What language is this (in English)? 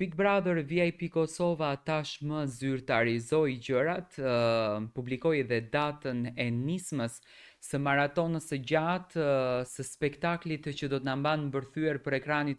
Albanian